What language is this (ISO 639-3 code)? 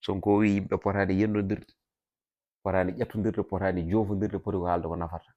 ful